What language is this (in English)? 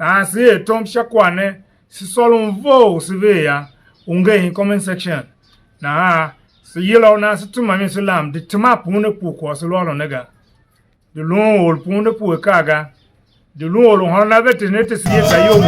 Tiv